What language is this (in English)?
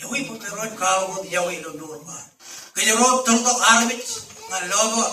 Marshallese